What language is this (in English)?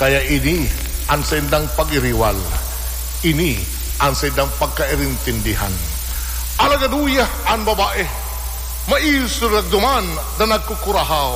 Bikol